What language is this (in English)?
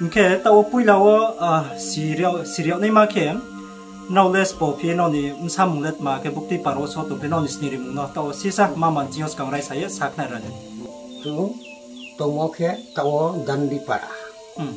Riang (India)